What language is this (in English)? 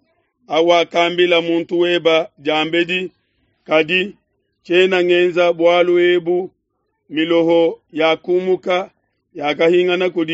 Luba-Lulua